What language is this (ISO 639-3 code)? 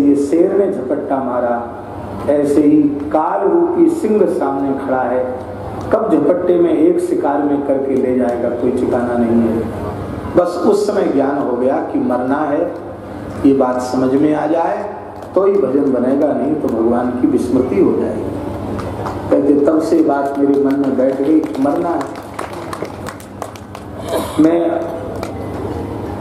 hin